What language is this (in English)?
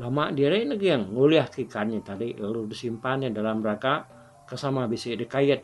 Iban